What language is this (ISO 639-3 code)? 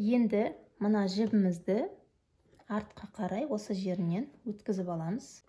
kaz